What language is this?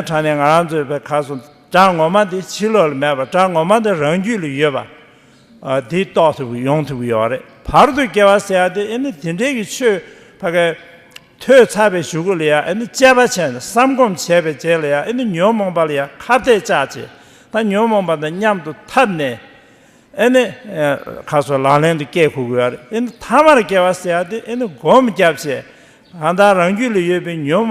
Tibetan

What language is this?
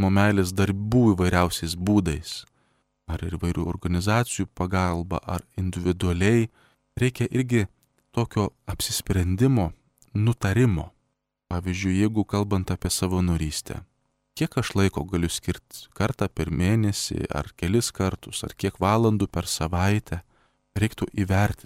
Lithuanian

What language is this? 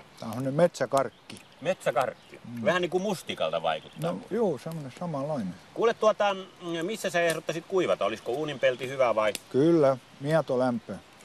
Finnish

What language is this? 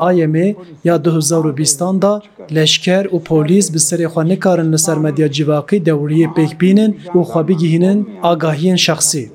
Kurdish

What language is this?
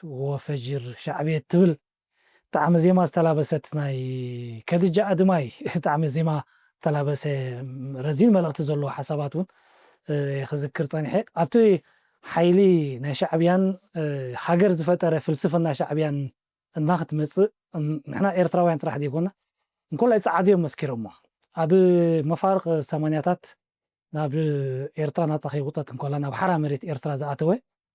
Tigrinya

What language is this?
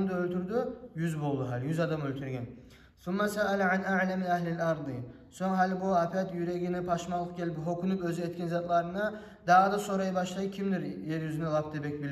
Kumyk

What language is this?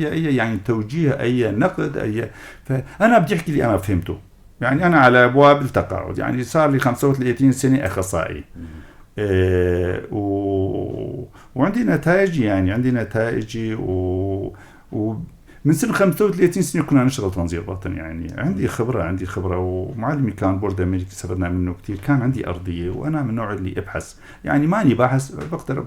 North Levantine Arabic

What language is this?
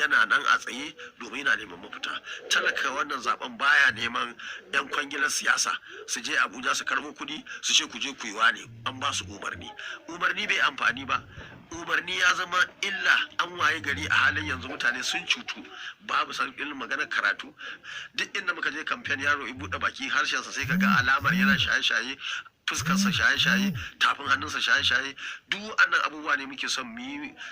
Hausa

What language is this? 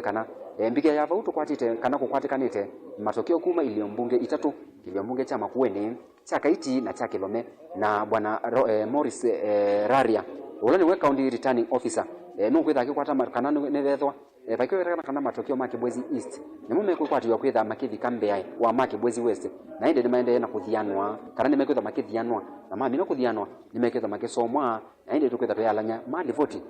Kamba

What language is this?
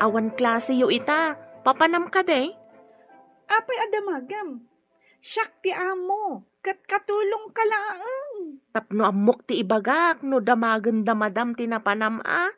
Iloko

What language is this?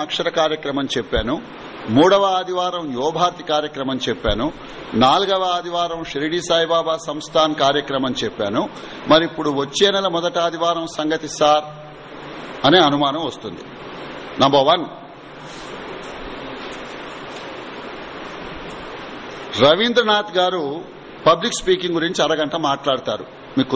Telugu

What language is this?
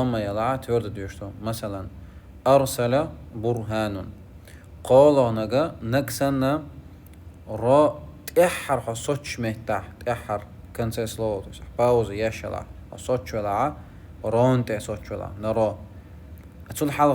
Chechen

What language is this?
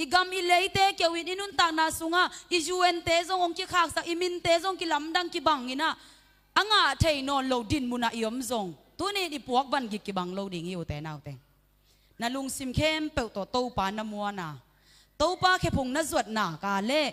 Tedim Chin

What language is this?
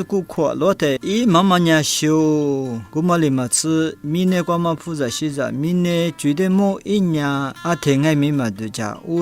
Lisu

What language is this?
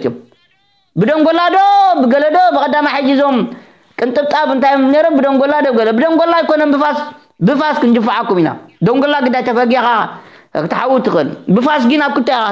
Tigrinya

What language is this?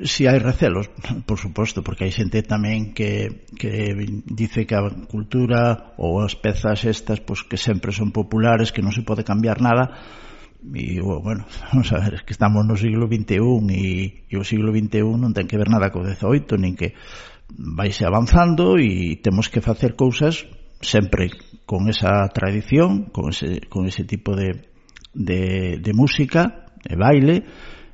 Galician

